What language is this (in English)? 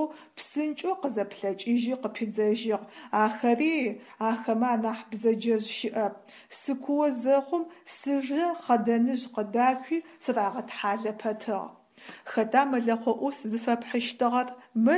Adyghe